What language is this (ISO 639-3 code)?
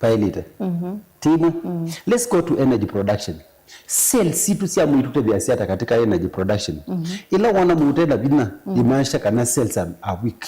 kam